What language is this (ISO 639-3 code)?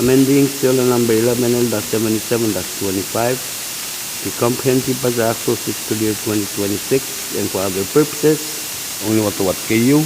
pon